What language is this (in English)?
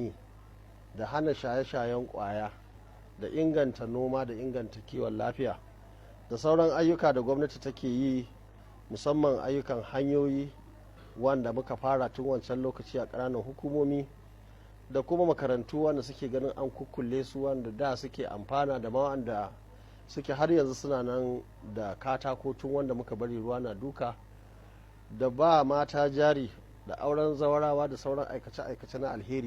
Hausa